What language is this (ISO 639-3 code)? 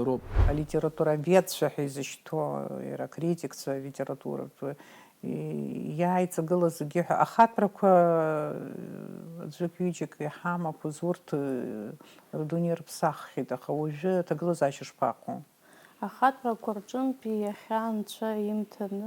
abk